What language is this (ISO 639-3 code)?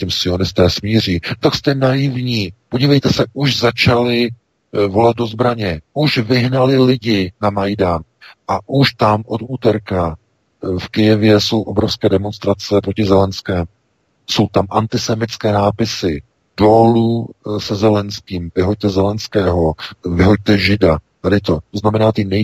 ces